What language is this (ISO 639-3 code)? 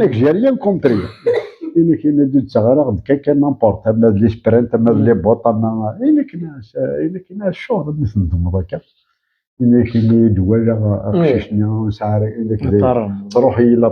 kab